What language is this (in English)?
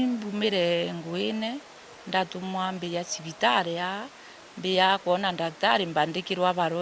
Meru